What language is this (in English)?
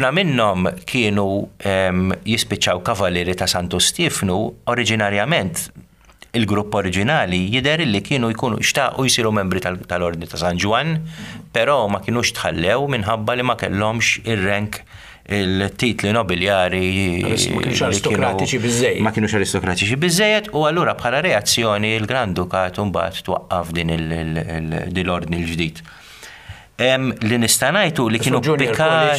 Maltese